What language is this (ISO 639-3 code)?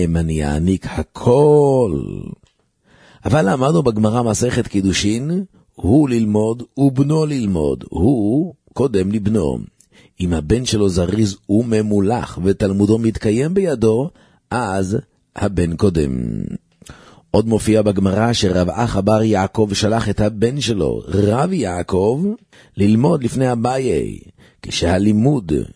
heb